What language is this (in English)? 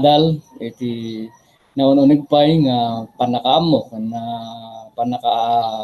Iloko